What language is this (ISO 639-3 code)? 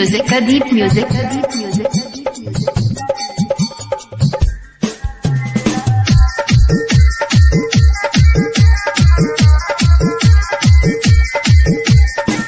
bho